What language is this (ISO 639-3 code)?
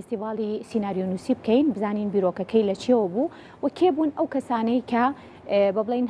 ckb